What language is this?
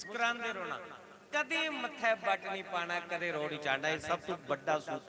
Dogri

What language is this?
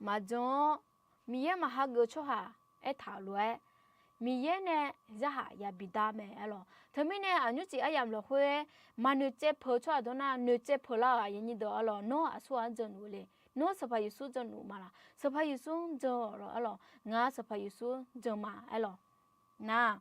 Akha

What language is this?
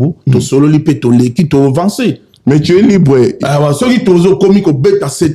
Lingala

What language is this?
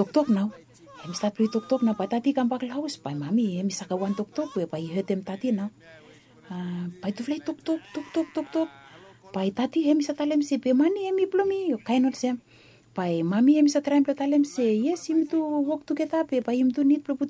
Bislama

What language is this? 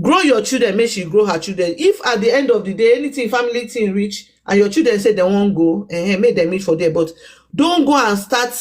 Nigerian Pidgin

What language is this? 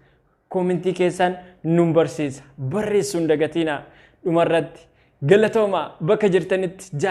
Oromo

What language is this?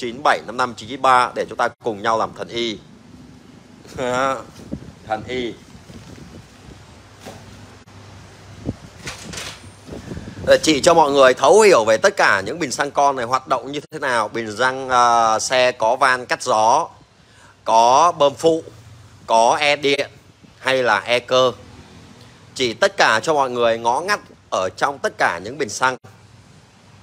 Vietnamese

